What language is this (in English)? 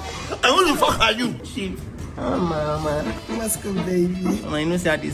Nigerian Pidgin